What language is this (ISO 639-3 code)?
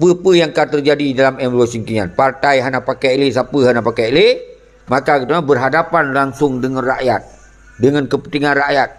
ace